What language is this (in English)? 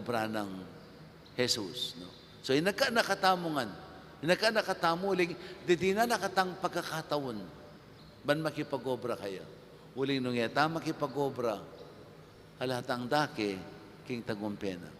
Pampanga